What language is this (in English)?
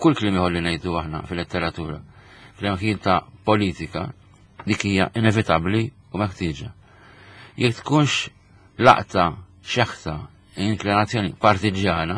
Maltese